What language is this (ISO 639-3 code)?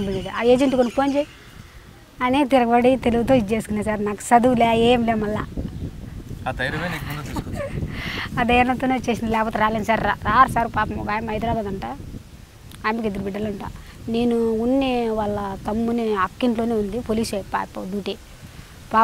tel